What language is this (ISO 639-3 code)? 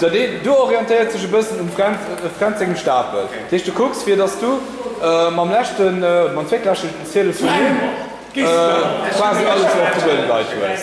ltz